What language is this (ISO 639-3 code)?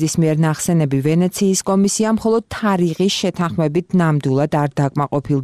kat